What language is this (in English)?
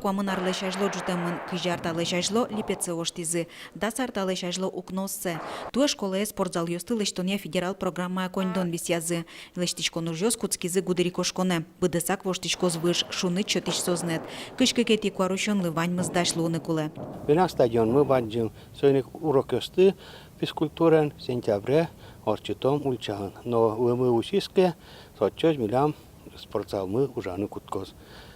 Udmurt